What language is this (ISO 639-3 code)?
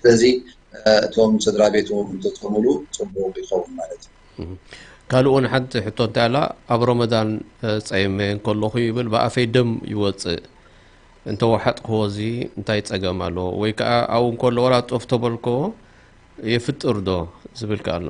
tir